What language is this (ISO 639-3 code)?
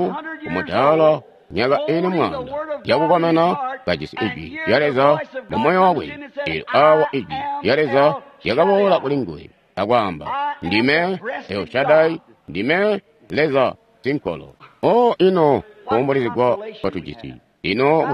toi